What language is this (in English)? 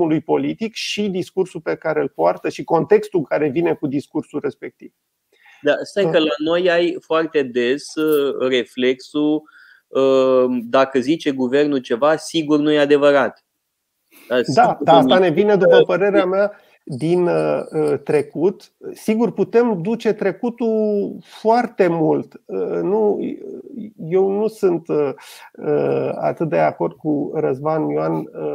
Romanian